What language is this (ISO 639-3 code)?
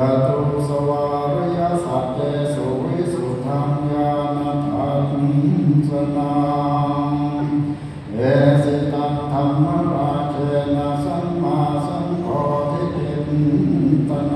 pli